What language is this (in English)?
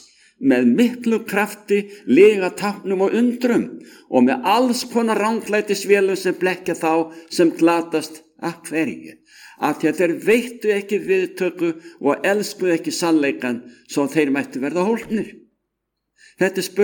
Icelandic